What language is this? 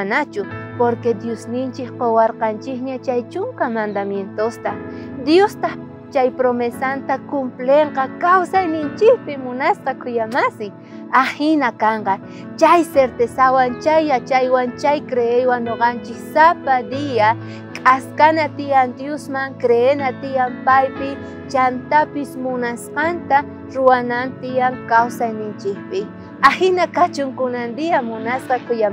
South Bolivian Quechua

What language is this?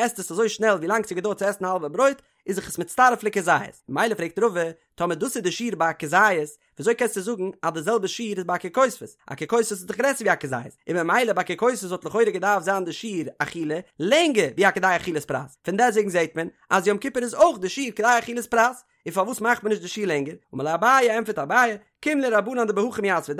Yiddish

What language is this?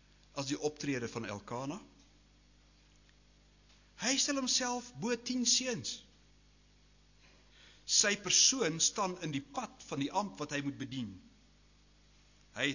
Afrikaans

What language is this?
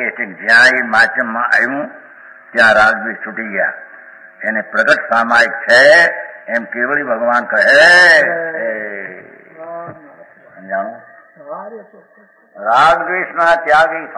Gujarati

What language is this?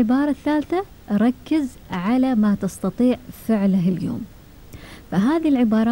Gulf Arabic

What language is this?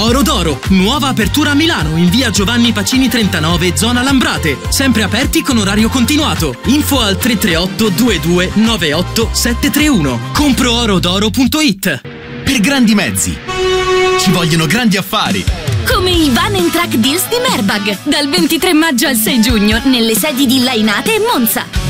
Italian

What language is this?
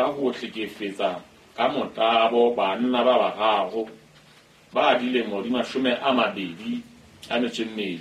Southern Sotho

